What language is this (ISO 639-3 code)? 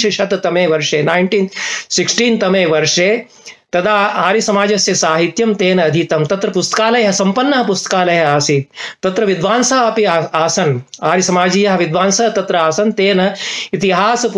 san